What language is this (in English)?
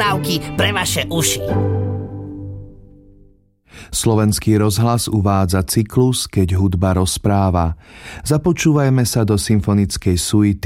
Slovak